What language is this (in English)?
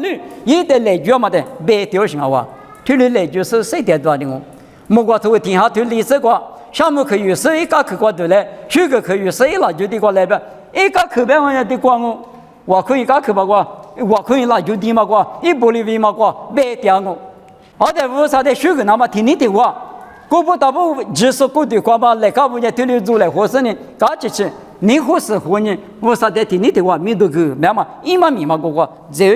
Lisu